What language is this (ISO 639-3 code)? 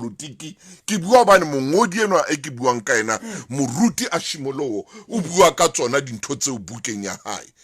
sot